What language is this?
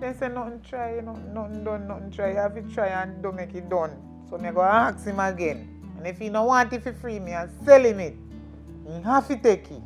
Jamaican Creole English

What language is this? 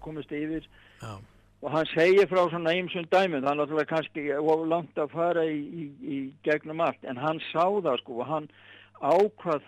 Icelandic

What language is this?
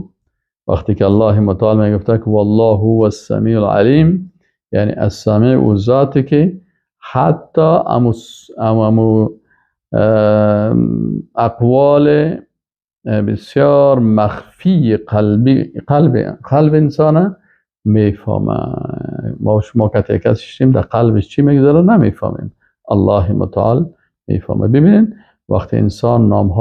Persian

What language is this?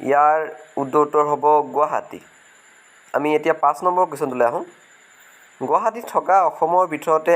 Assamese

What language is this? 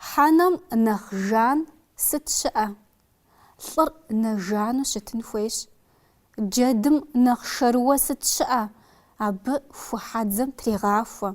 Kabardian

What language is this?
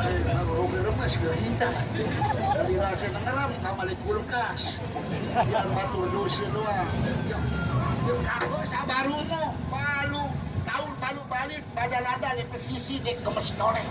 Sasak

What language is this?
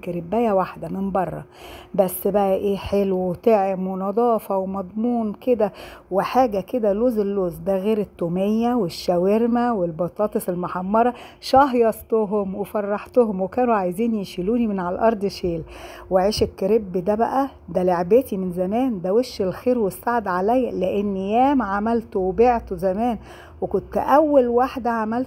Egyptian Arabic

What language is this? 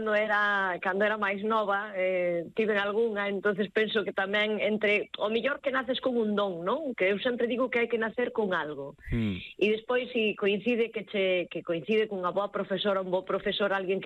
Galician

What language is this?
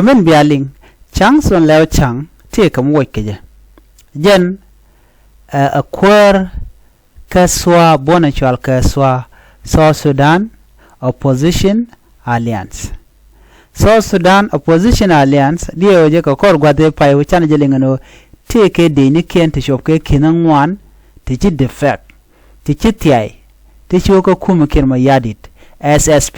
Nuer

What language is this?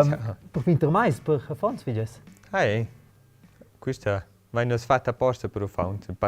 Romansh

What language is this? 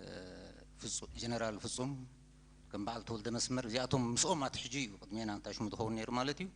Tigrinya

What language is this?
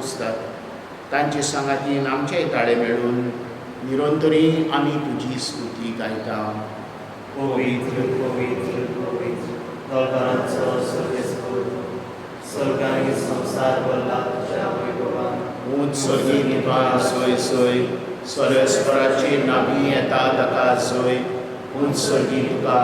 Konkani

